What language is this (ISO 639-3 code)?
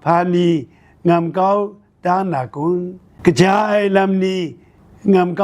kac